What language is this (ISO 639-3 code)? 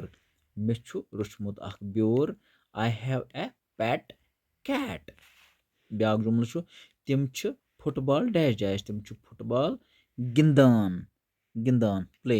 kas